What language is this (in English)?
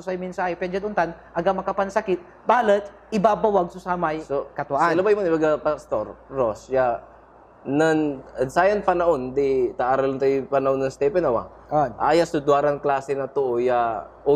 Pangasinan